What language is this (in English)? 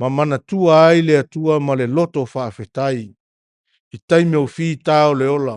Samoan